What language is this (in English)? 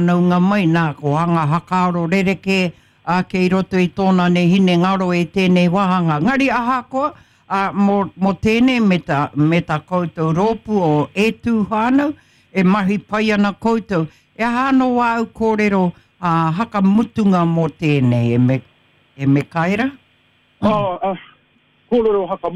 Māori